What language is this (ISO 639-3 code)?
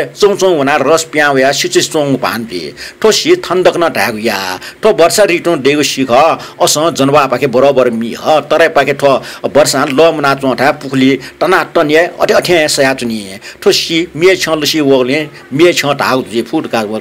new